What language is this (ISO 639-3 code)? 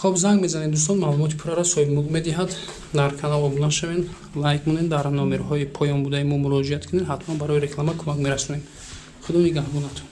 tgk